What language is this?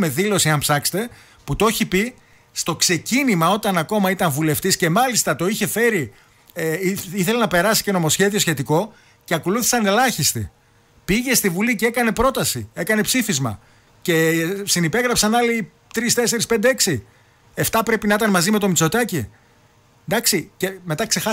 Greek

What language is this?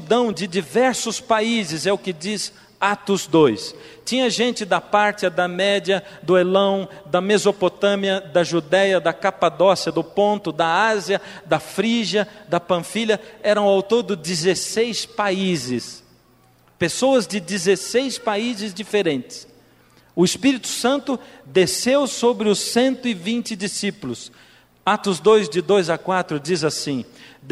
Portuguese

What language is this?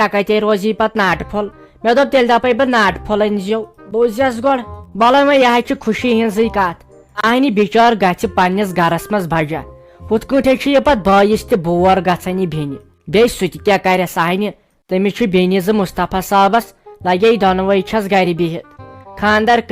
Kashmiri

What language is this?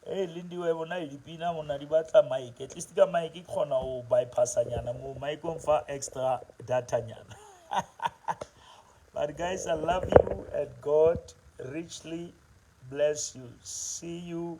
Southern Sotho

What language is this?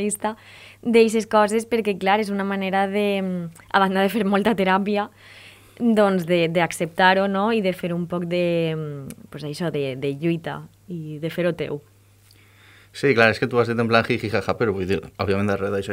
Catalan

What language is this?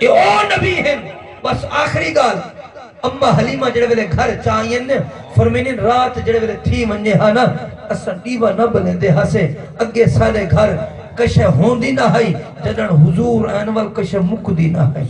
Saraiki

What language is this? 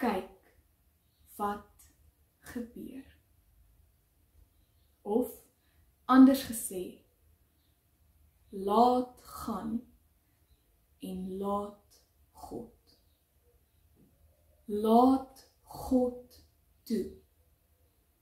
Afrikaans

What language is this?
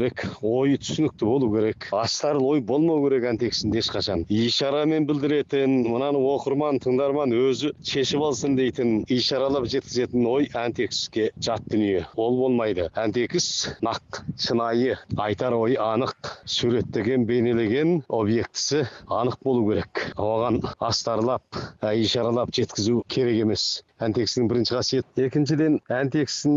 Kazakh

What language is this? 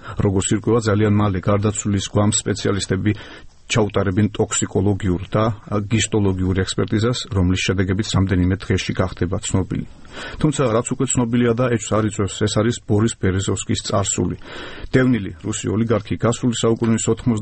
Georgian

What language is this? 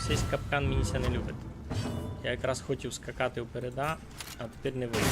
Rusyn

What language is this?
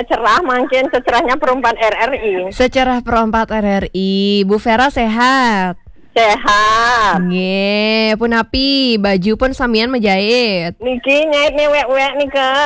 Balinese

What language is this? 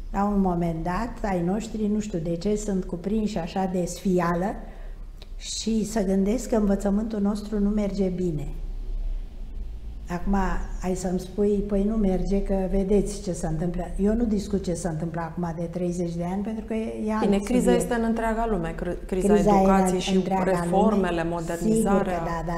Romanian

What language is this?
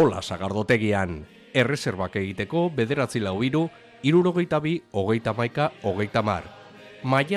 Basque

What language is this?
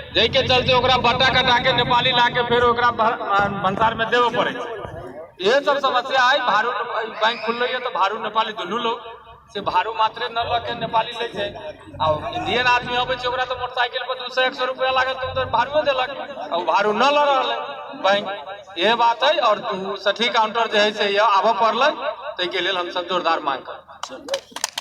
Maithili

